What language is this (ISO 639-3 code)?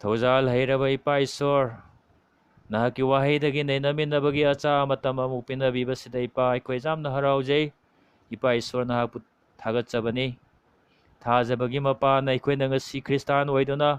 mni